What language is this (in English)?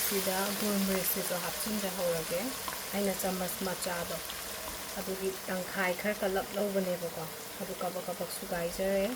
Manipuri